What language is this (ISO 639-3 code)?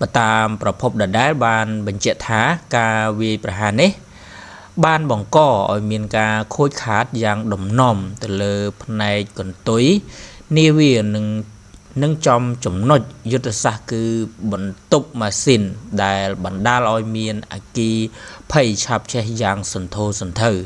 khm